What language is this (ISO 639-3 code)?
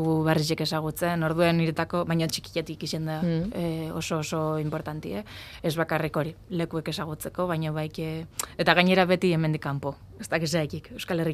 eus